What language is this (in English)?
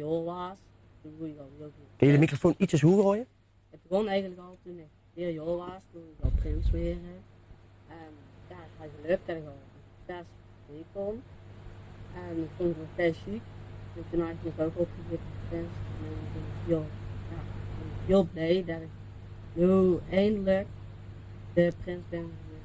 Limburgish